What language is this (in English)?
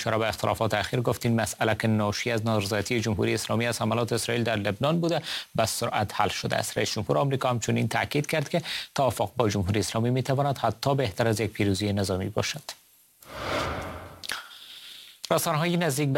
Persian